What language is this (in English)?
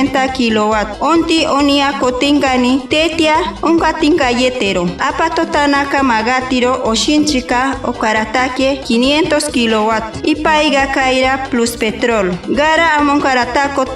Machiguenga